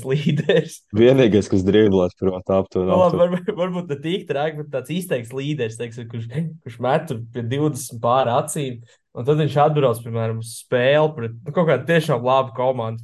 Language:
Latvian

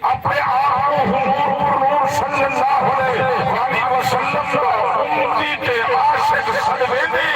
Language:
Saraiki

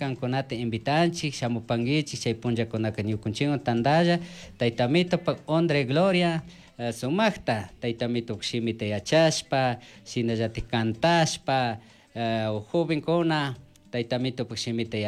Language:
Chimborazo Highland Quichua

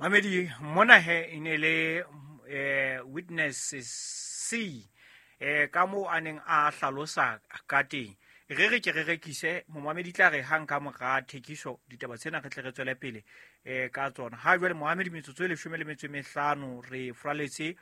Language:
Southern Sotho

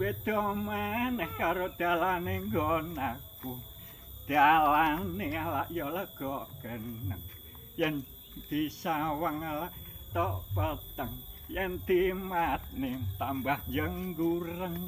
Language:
Javanese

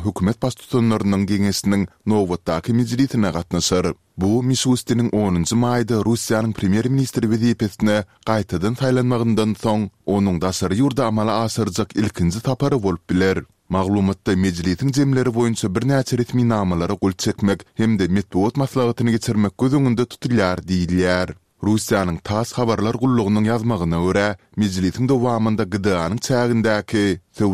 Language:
Turkmen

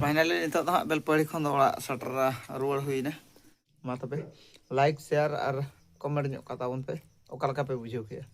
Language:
Santali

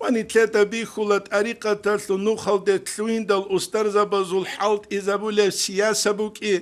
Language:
Avaric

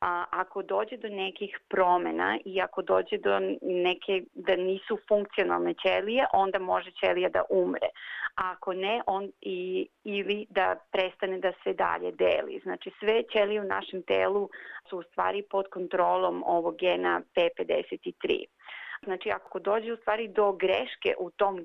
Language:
Serbian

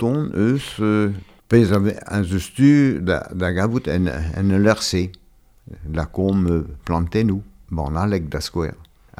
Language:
Breton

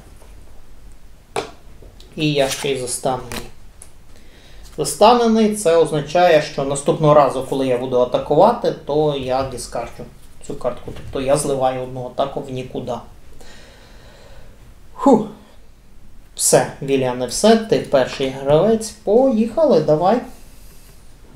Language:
Ukrainian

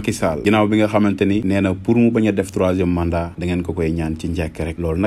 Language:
Wolof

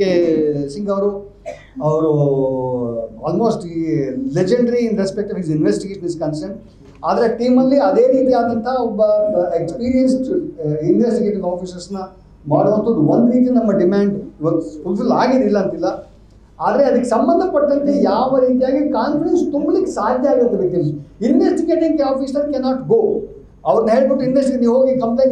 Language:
Kannada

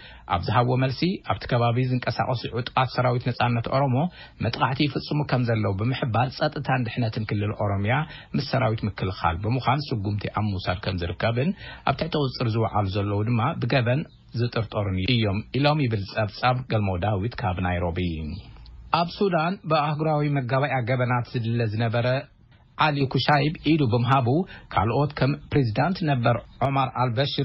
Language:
Tigrinya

